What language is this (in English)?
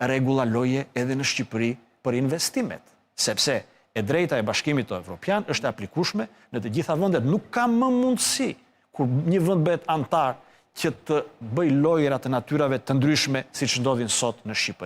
Albanian